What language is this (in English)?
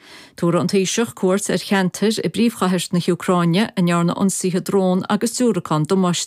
Irish